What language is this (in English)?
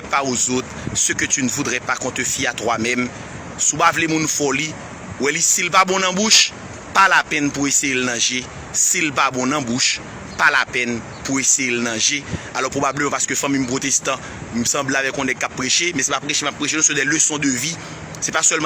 Haitian Creole